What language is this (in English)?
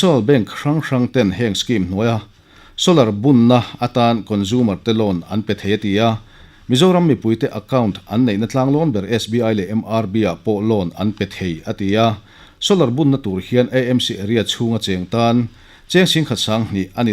Mizo